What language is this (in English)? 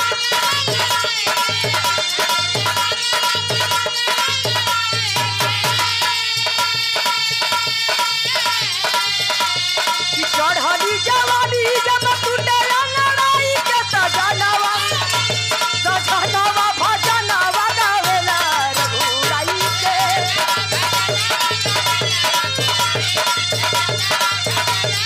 Bhojpuri